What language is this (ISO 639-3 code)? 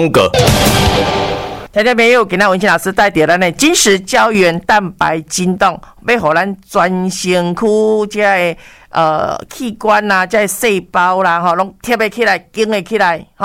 nan